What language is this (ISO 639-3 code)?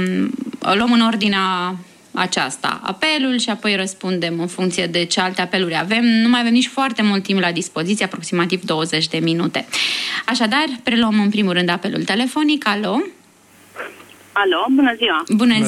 ron